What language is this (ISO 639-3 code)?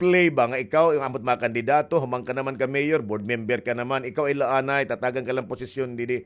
war